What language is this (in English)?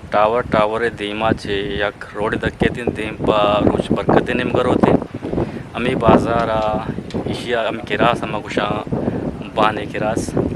Eastern Balochi